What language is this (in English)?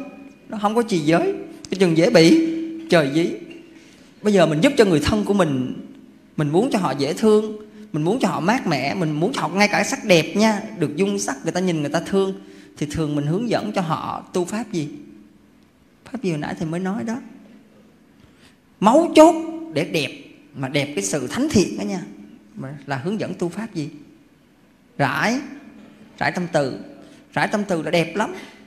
Vietnamese